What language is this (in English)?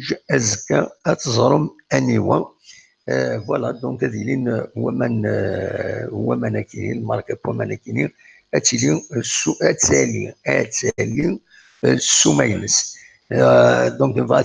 Kabyle